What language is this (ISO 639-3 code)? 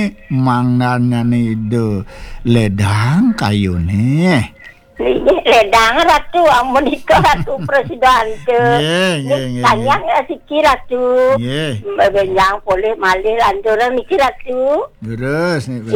ban